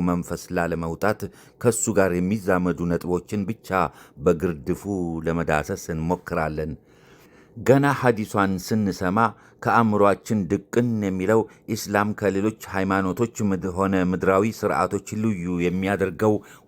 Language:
Amharic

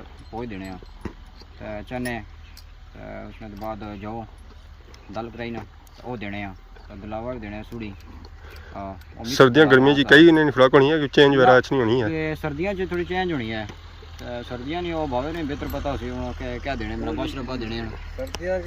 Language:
Pahari-Potwari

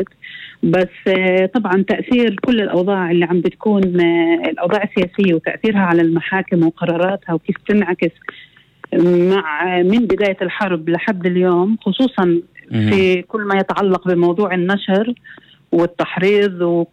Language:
North Levantine Arabic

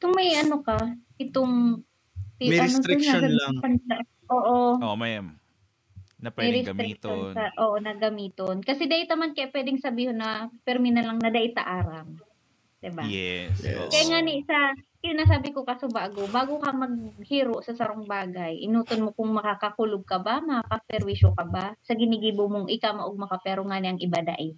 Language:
Bikol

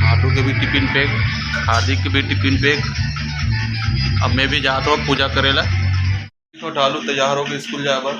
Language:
Chhattisgarhi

